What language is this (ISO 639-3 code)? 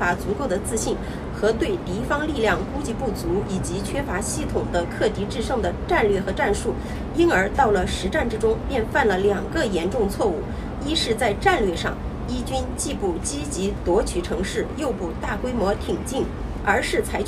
zho